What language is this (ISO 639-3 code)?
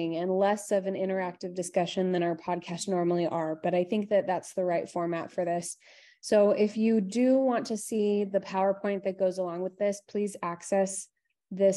eng